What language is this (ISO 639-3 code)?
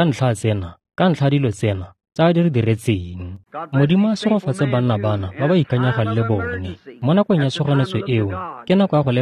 tsn